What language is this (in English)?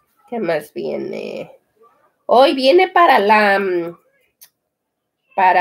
Spanish